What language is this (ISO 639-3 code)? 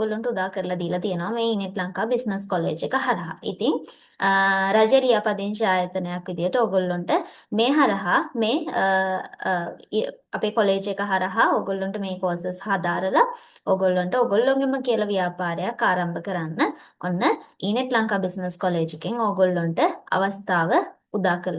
sin